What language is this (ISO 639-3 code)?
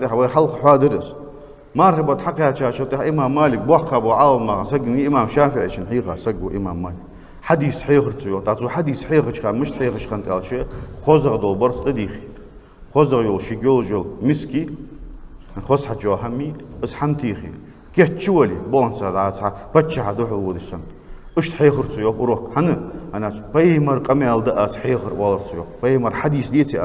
inh